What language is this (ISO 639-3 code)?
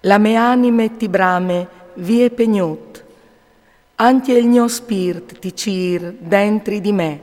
fur